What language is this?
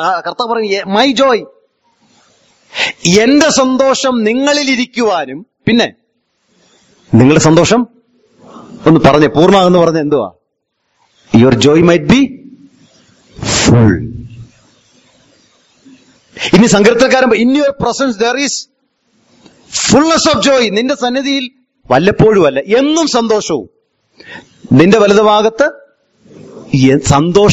Malayalam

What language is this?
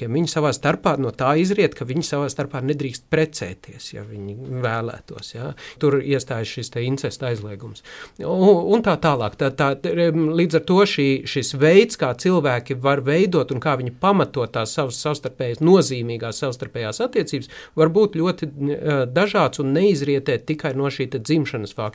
Latvian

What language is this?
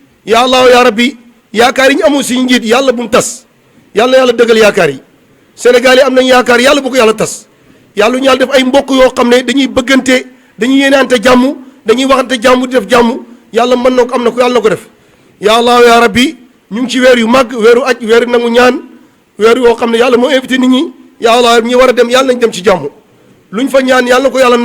Wolof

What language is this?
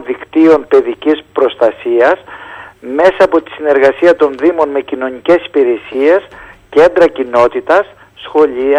Greek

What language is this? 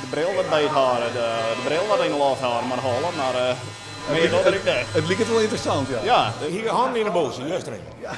Western Frisian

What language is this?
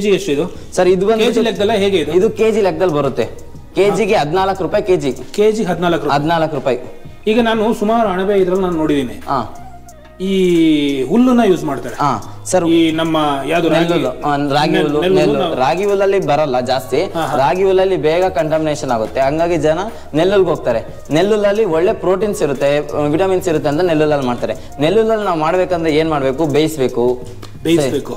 Kannada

